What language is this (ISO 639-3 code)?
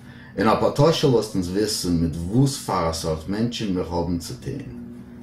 yid